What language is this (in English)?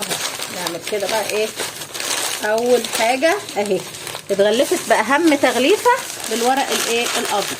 Egyptian Arabic